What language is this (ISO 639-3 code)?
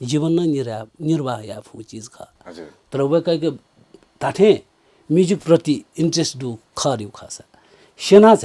new